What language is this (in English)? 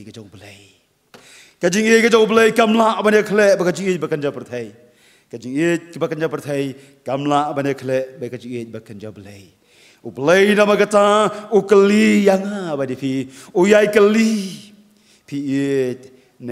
Khasi